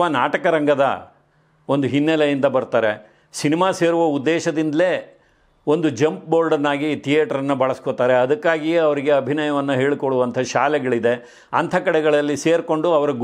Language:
Kannada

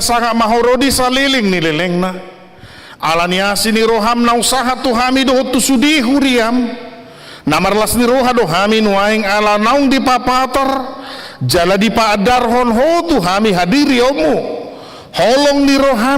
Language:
Batak Toba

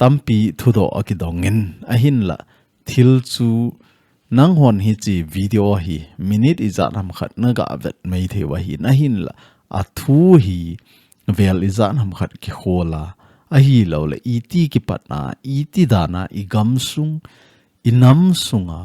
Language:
Thado Chin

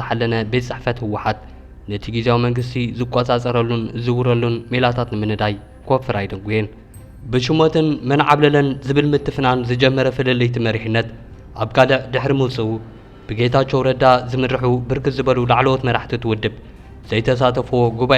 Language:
Tigrinya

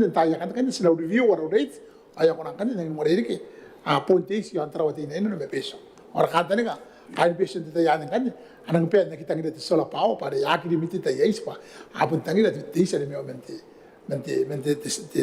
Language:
Gilbertese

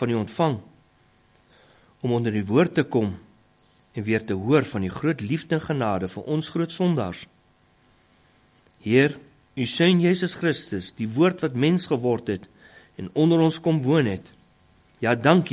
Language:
Afrikaans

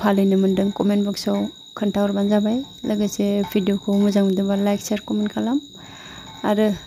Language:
Bodo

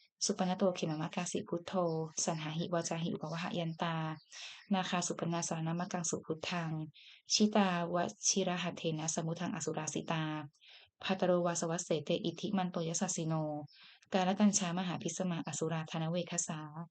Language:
Pali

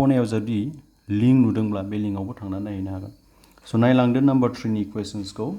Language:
Bodo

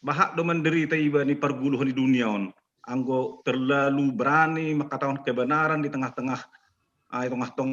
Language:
Batak Simalungun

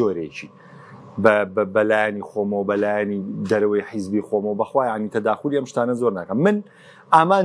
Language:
Central Kurdish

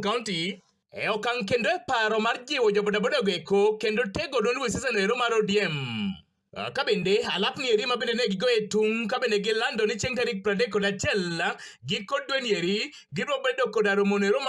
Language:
Luo (Kenya and Tanzania)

